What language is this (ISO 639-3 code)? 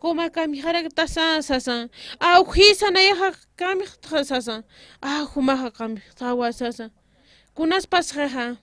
aym